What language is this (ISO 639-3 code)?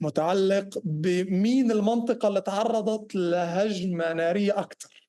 apc